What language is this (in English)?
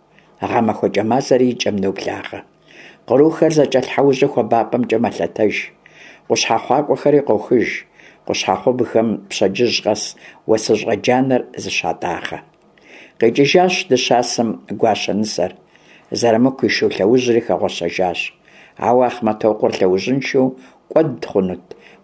Kabardian